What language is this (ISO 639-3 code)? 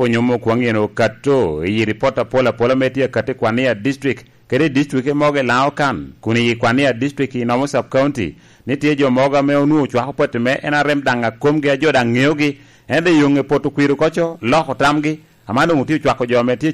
laj